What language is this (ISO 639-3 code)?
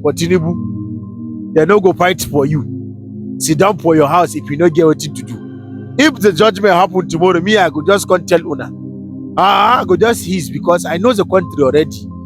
pcm